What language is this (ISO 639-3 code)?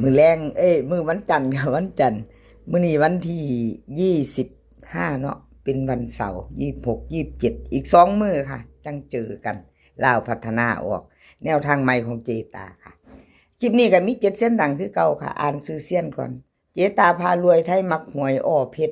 lao